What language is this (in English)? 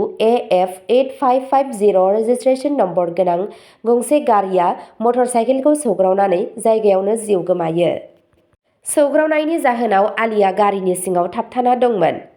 Bodo